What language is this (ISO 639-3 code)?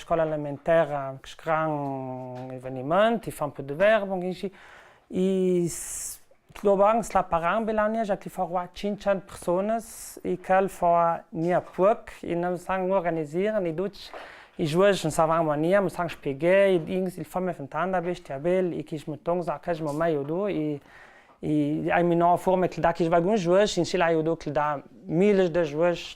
lld